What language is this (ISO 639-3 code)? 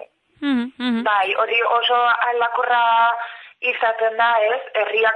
eus